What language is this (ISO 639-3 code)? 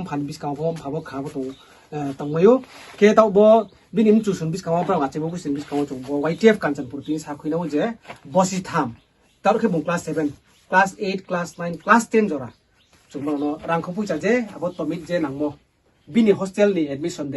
ria